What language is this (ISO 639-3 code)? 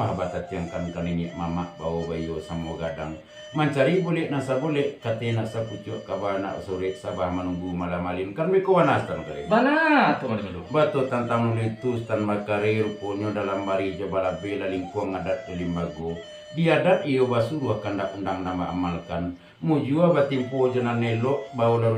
min